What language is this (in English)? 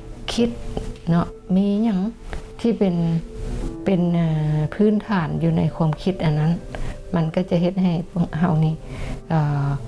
Lao